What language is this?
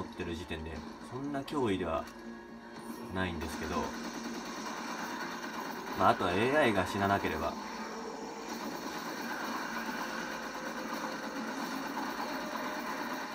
Japanese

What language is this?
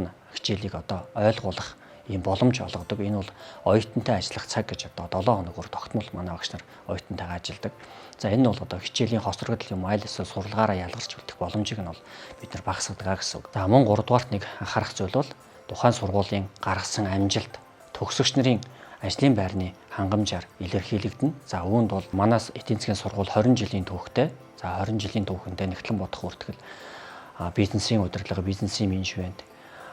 Mongolian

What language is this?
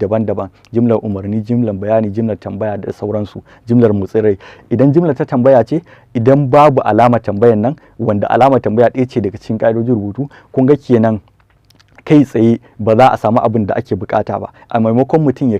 Hausa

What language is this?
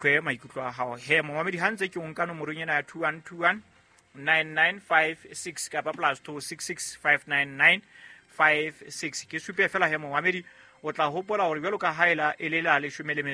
Southern Sotho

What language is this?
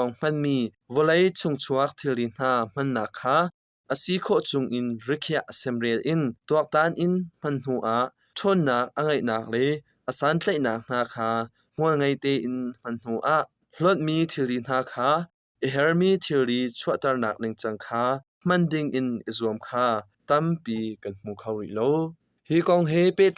Hakha Chin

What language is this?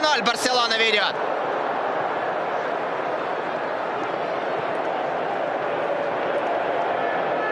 Russian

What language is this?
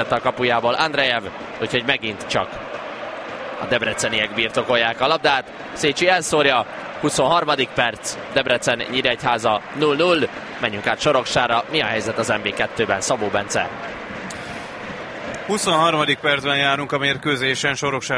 Hungarian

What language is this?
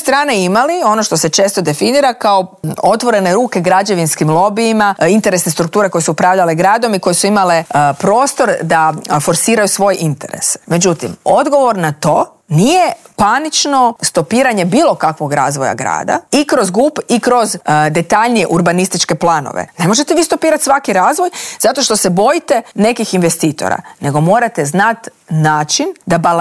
Croatian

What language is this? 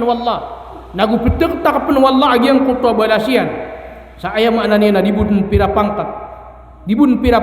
Maranao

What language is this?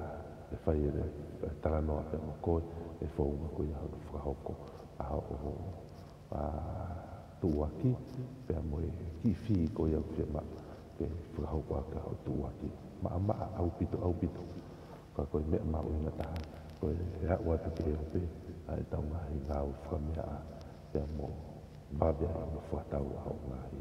Tongan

